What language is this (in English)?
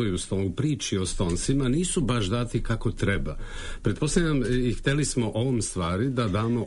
Serbian